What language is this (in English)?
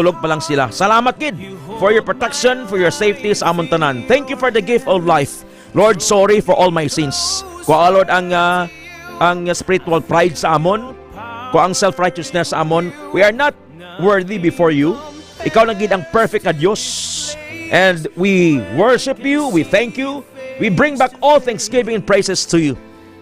Hiligaynon